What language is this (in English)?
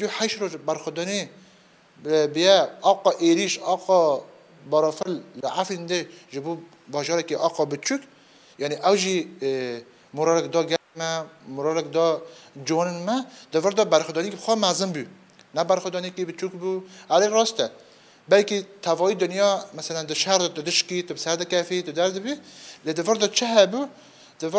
Kurdish